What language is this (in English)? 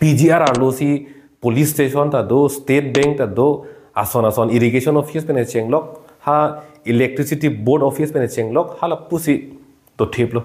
Karbi